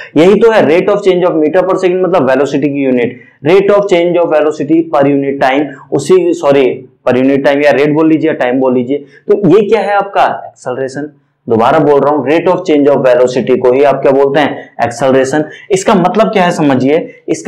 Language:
Hindi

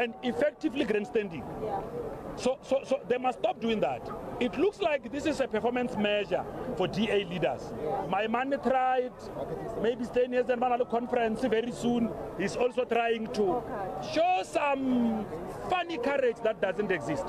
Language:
English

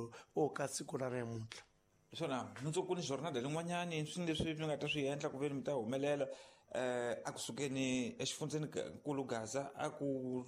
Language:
Tsonga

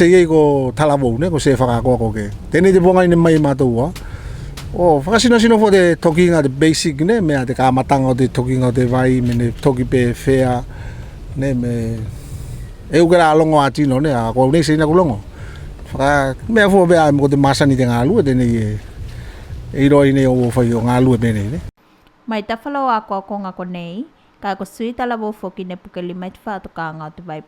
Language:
Tuvalu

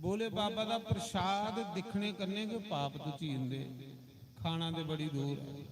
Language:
Dogri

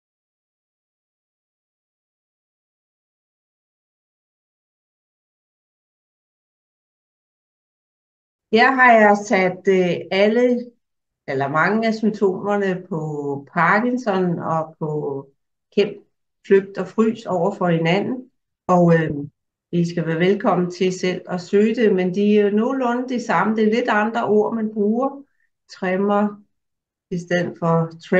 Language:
Danish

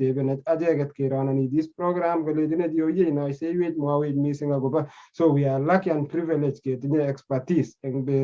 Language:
Kalenjin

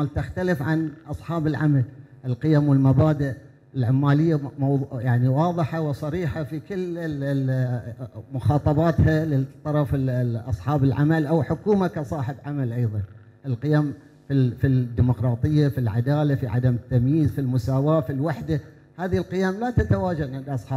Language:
Arabic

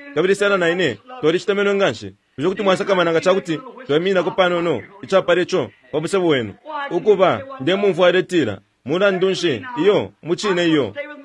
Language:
Bemba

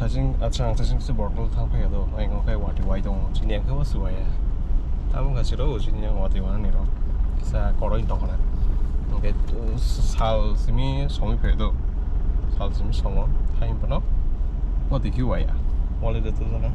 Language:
Kok Borok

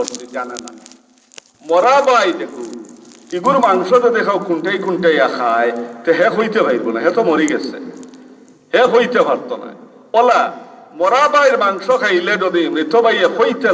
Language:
Sylheti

